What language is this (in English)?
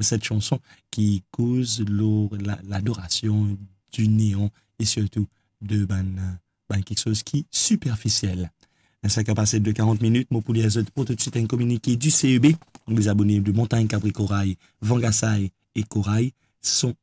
Morisyen